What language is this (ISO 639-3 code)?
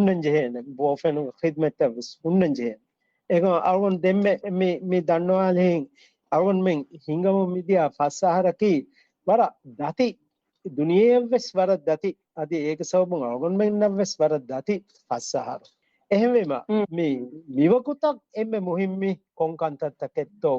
div